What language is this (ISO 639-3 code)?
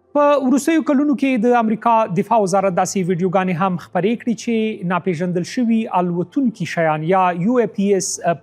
pus